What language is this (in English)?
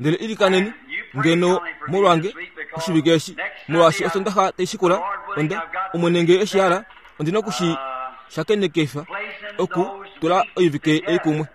Kuanyama